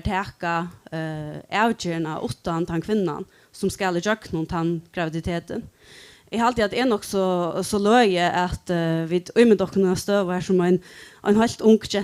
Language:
Faroese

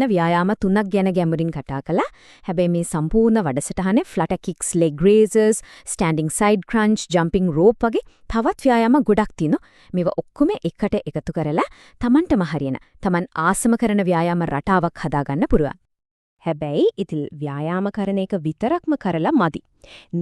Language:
Sinhala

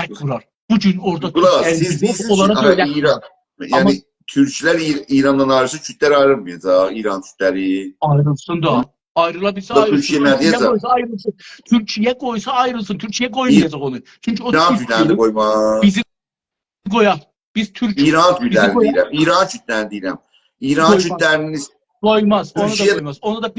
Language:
South Azerbaijani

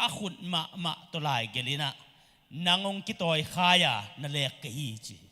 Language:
Tedim Chin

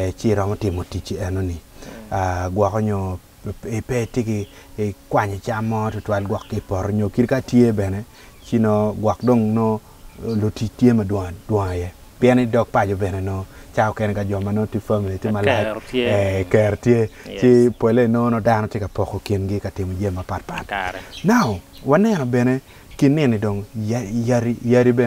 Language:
Acoli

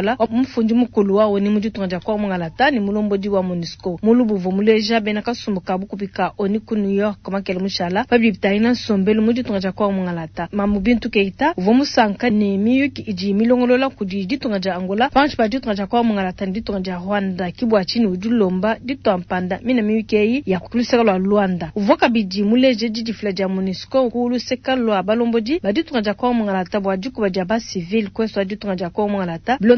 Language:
Luba-Lulua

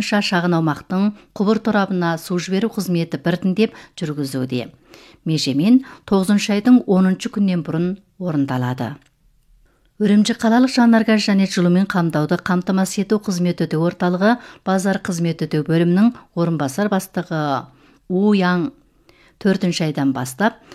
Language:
Kazakh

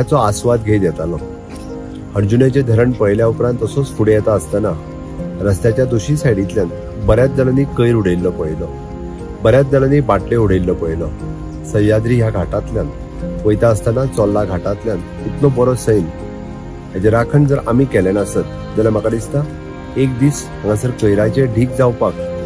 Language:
Konkani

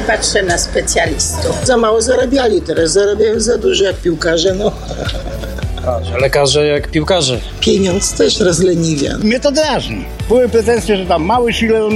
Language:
Polish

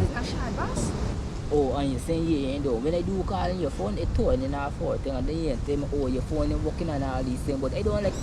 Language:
Jamaican Creole English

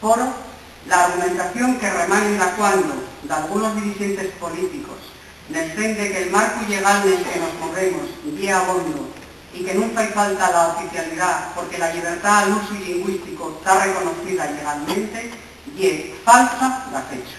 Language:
Asturian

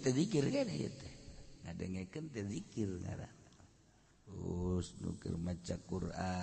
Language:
Sundanese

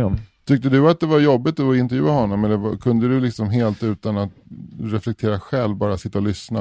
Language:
Swedish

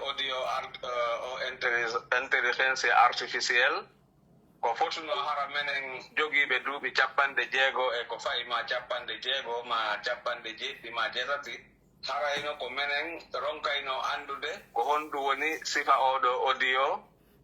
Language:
Pular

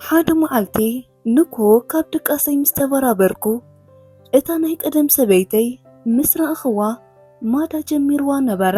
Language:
Tigrinya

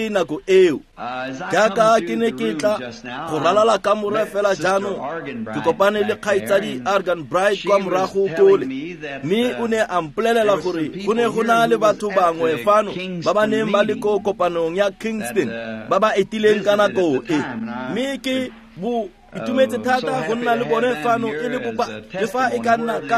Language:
Tswana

